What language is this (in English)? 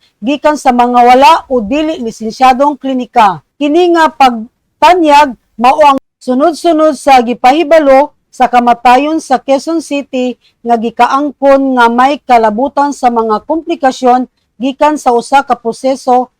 Cebuano